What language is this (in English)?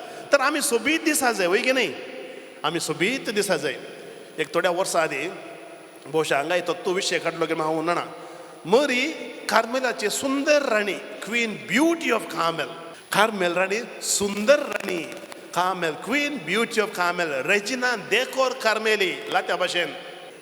Konkani